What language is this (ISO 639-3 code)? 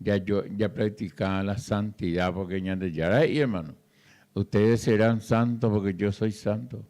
grn